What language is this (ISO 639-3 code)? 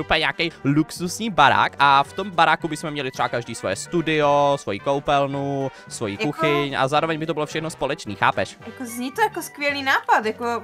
ces